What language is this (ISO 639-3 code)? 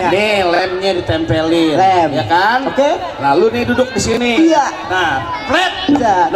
bew